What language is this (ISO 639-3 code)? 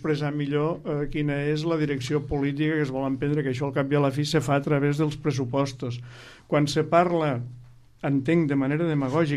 cat